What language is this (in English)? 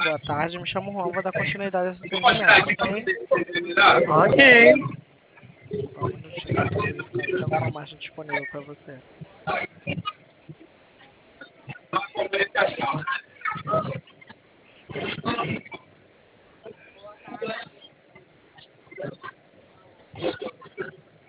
Portuguese